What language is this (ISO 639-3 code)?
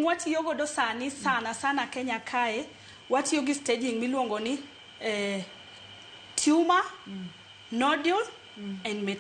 luo